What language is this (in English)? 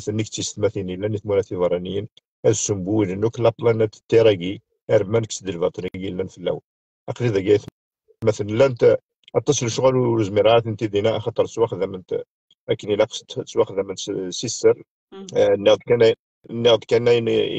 Kabyle